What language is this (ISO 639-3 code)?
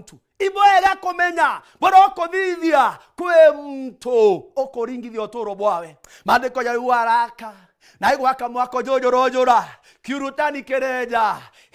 mer